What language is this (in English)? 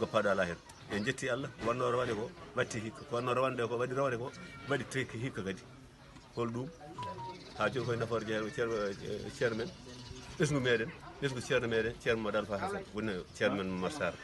Fula